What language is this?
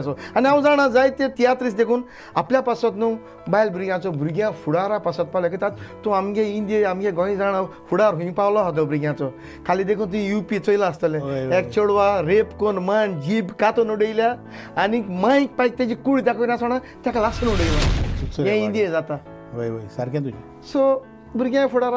Konkani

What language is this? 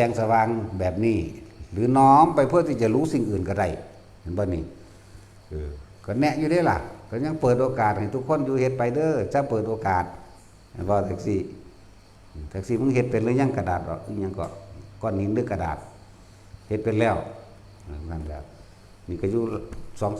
Northeastern Thai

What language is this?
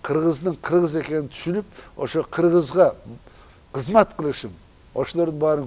Kyrgyz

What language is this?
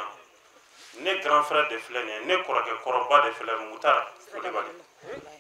Bambara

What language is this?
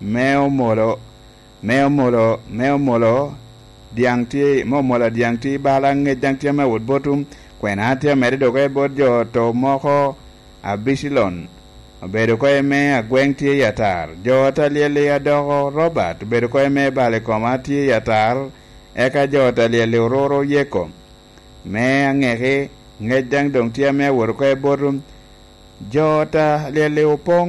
Lango (Uganda)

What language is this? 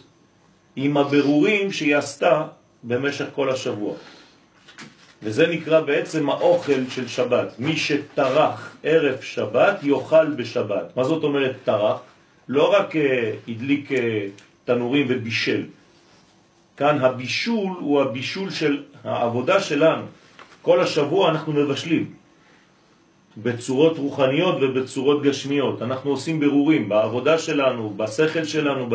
Hebrew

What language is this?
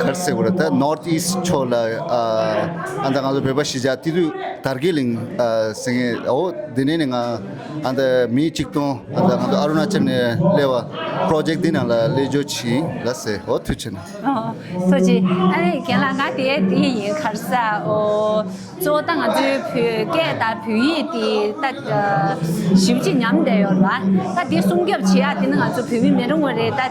Tibetan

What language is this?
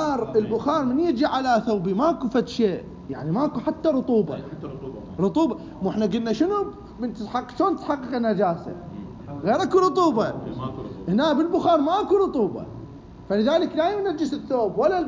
Mesopotamian Arabic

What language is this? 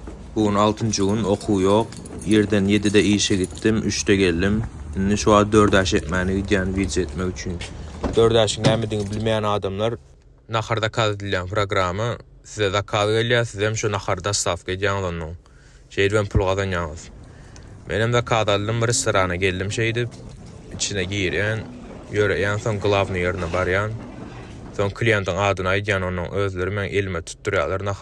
Turkmen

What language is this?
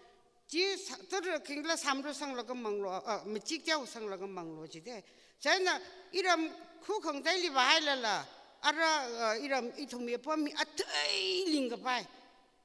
Tangkhul Naga (India)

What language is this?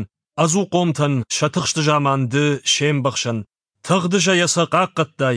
Ossetic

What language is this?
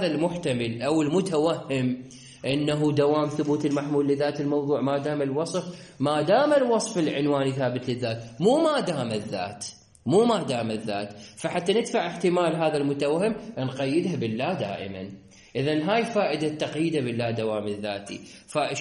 Mesopotamian Arabic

